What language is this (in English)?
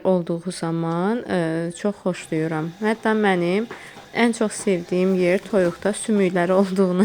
Azerbaijani